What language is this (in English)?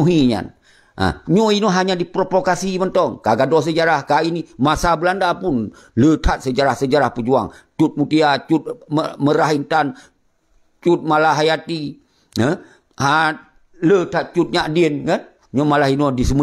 Achinese